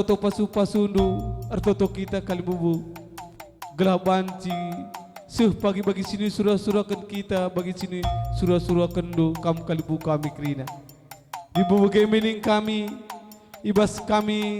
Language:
Batak Karo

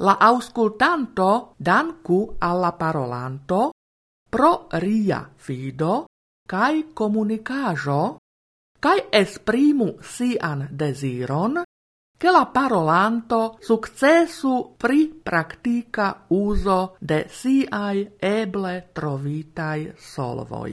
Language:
Esperanto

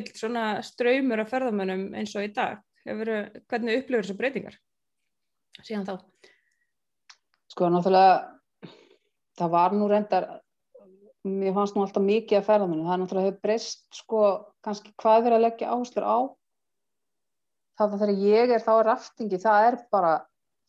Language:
Icelandic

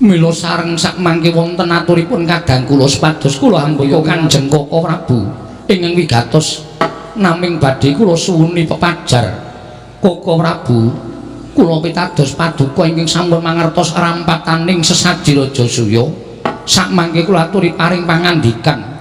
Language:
Javanese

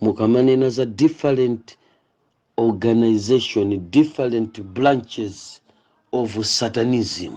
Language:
Nyanja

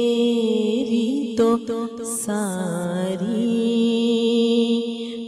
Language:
Urdu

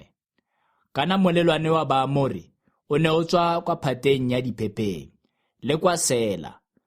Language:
Tswana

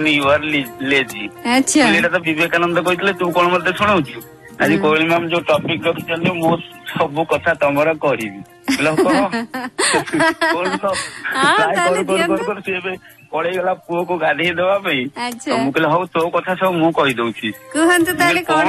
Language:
Odia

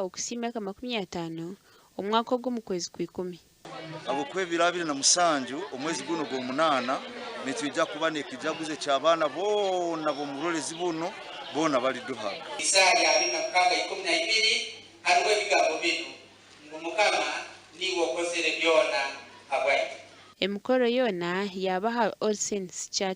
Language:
Nyankole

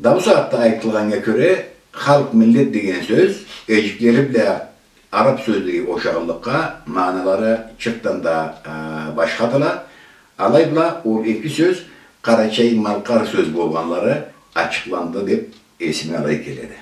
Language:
Karachay-Balkar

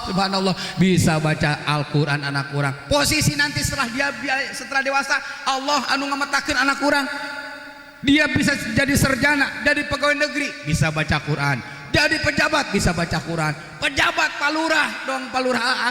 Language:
Sundanese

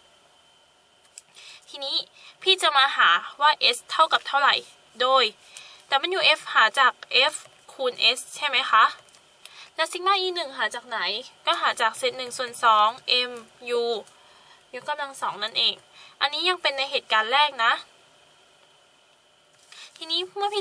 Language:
Thai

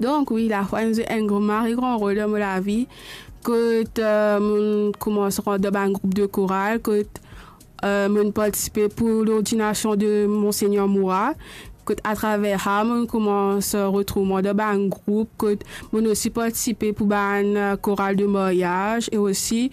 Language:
Morisyen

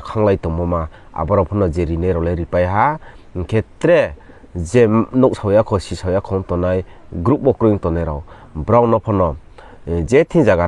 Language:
Riang (India)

